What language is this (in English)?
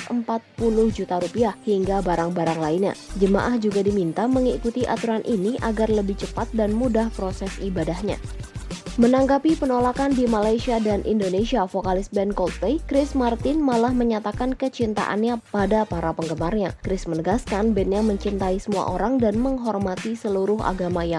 Indonesian